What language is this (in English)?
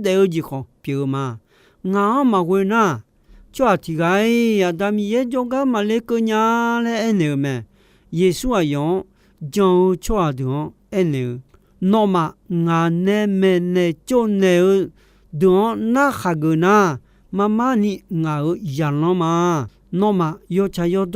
Akha